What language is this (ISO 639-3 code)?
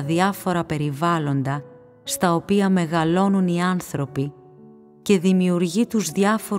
ell